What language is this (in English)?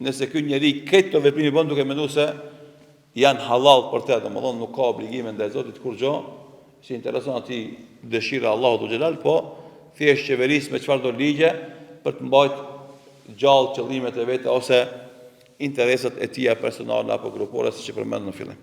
Albanian